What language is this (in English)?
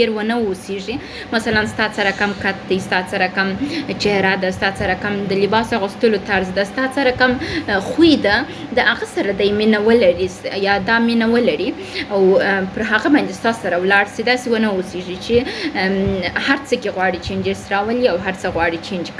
Pashto